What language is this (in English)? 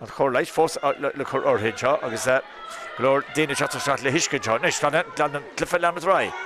Irish